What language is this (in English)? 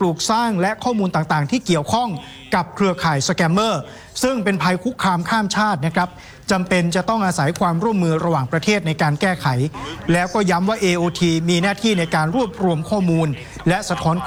Thai